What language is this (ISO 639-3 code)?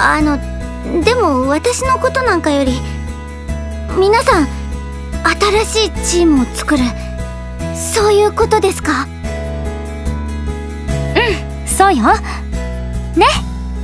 jpn